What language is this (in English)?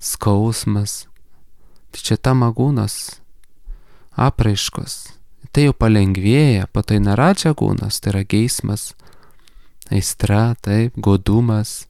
Lithuanian